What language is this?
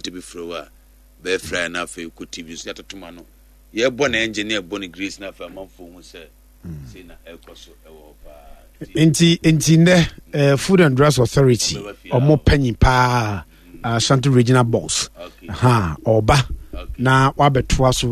Akan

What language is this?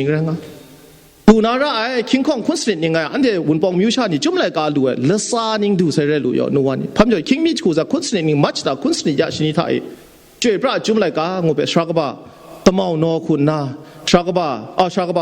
Kachin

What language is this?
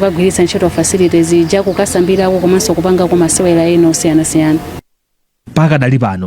Nyanja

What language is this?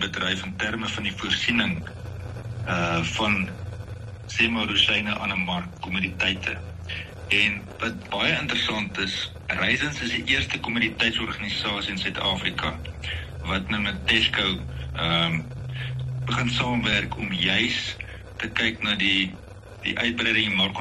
Afrikaans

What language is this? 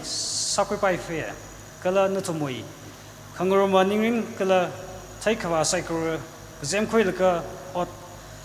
Tangkhul Naga (India)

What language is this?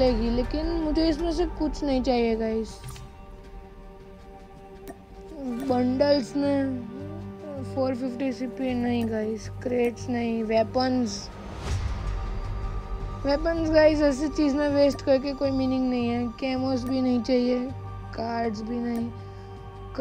Hindi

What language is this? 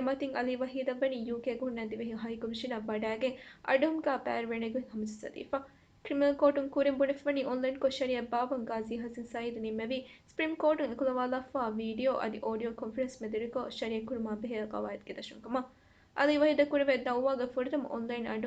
Divehi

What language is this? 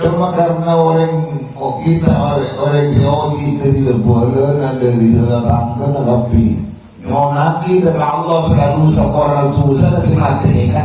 Madurese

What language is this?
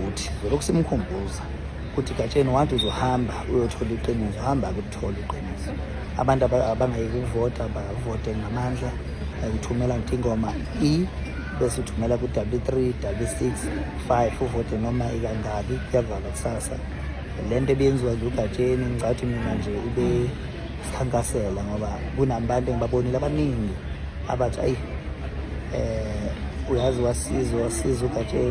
Zulu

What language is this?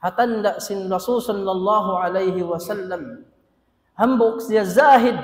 Tausug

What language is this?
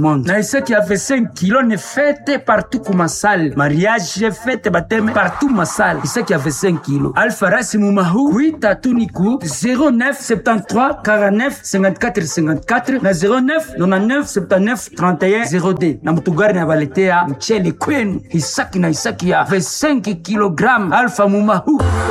Swahili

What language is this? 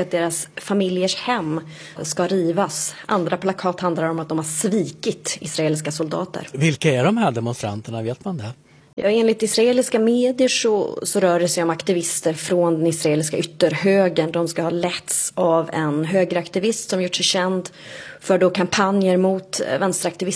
Swedish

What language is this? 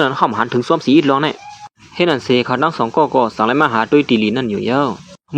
Shan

